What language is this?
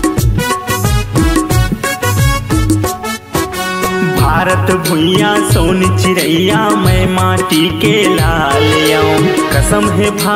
Chhattisgarhi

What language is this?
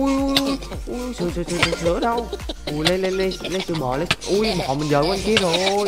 Vietnamese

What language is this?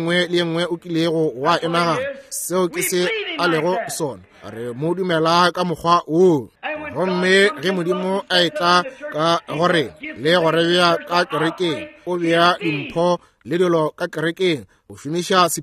Northern Sotho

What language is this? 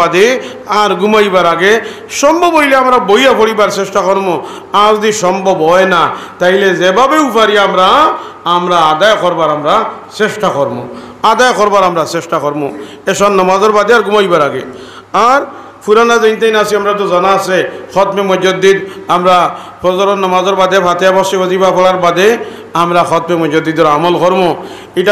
Sylheti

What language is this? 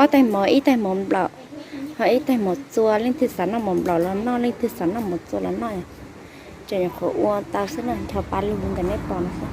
Hmong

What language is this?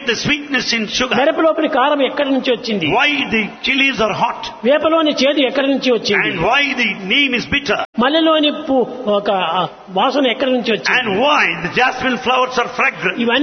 Telugu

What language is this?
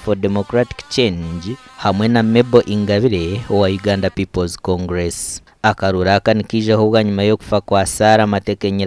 Nyankole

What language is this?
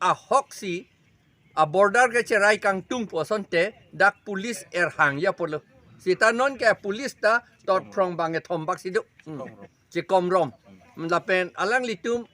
Karbi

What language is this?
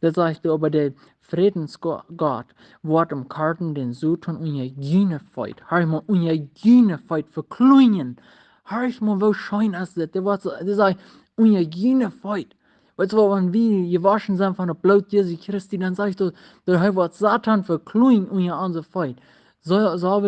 Plautdietsch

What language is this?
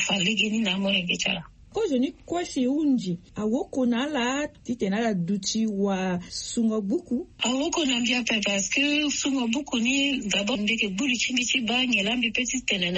Sango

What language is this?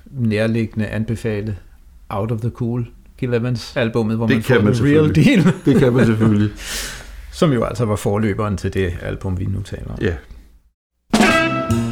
Danish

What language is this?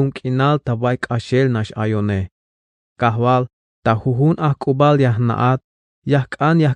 Tzeltal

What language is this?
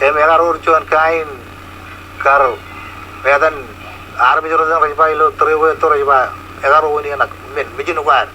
Marshallese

